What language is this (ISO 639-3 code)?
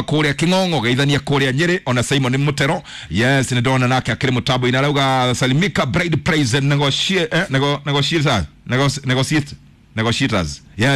kik